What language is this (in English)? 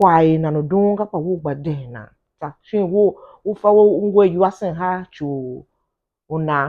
Tiv